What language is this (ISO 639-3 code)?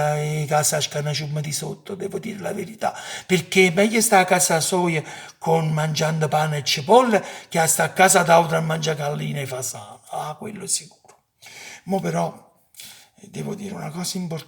nap